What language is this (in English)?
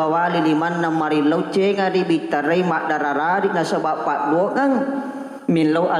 Buginese